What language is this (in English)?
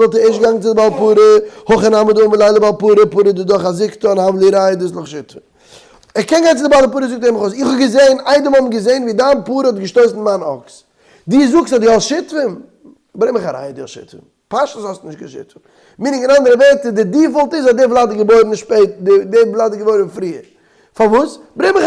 Yiddish